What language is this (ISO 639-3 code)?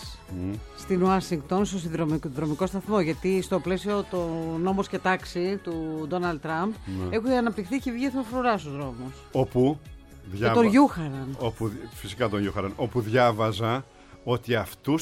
ell